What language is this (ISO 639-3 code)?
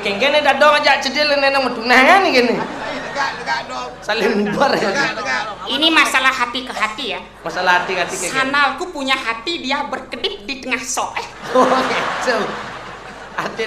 ban